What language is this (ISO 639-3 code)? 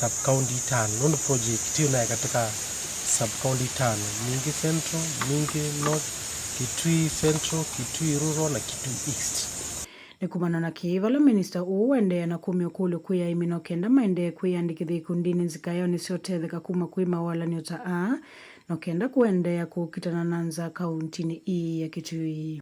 kam